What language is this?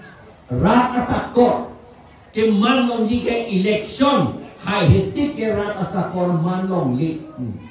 Karbi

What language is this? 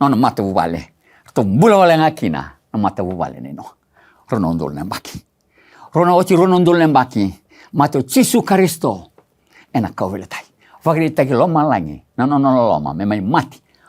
Fijian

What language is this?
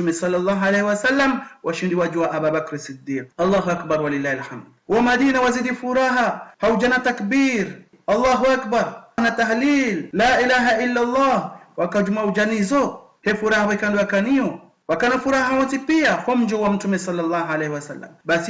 Ngazidja Comorian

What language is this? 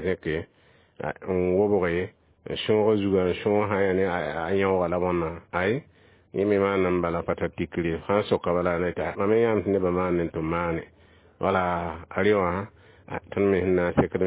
Mossi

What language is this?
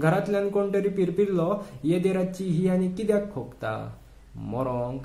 Konkani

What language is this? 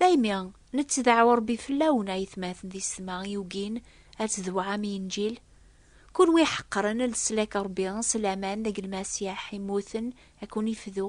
Kabyle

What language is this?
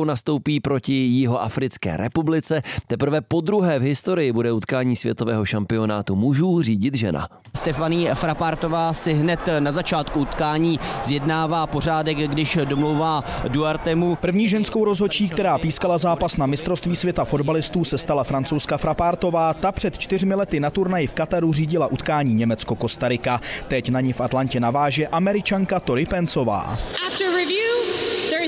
Czech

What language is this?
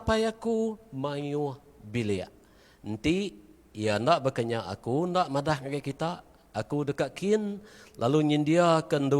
Iban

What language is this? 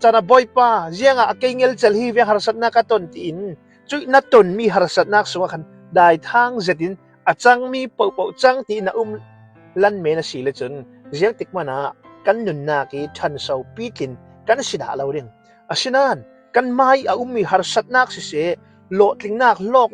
Hakha Chin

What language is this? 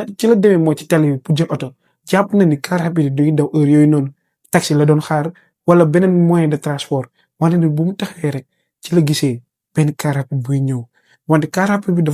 Wolof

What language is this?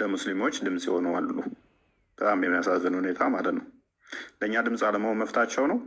Amharic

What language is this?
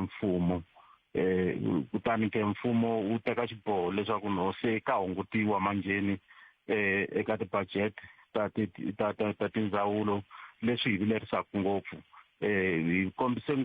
Tsonga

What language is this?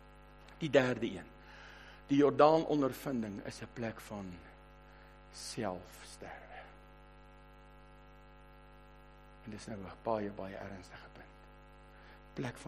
Afrikaans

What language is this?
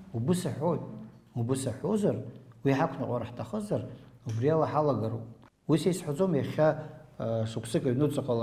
Abkhazian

